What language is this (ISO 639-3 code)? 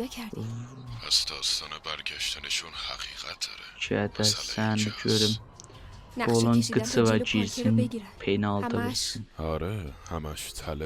azb